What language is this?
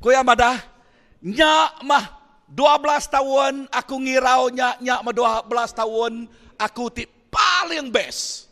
Iban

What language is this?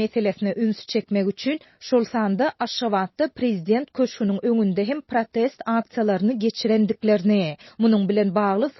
Turkmen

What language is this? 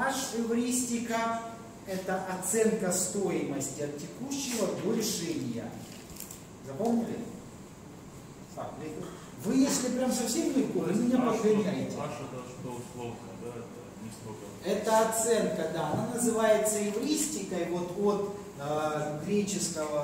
Russian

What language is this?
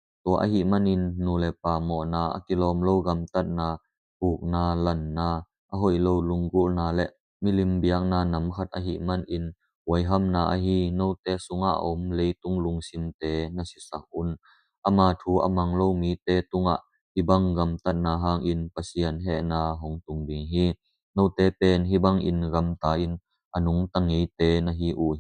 Tedim Chin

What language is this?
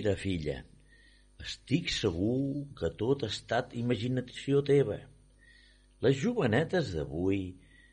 Catalan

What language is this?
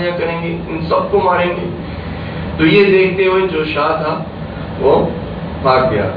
Urdu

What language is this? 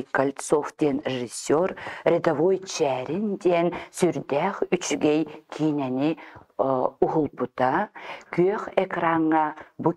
Yakut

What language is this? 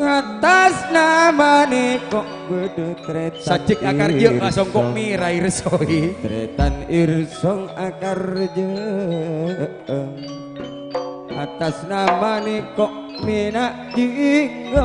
Madurese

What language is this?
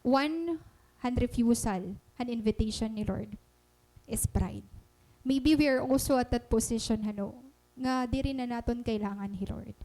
Waray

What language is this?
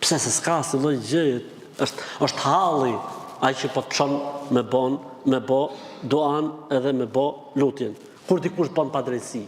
Albanian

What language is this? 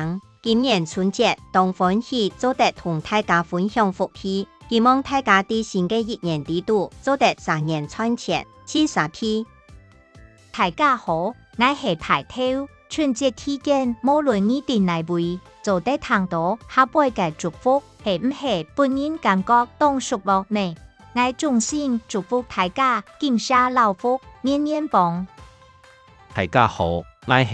Hakka Chinese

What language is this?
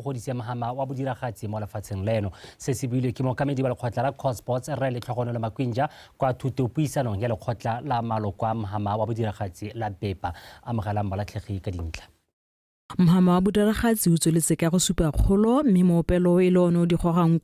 Tswana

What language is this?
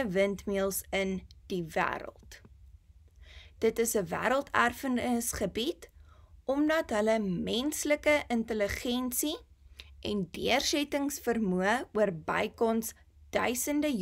Afrikaans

